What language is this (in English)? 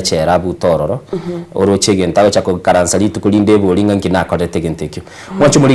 Gusii